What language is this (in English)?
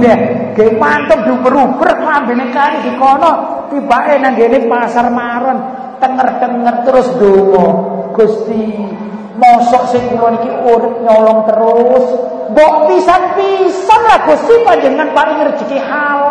Javanese